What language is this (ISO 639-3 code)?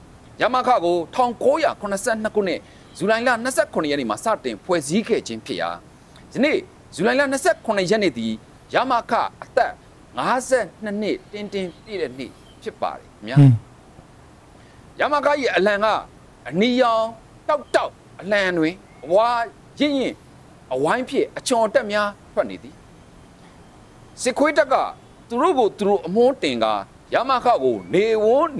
mya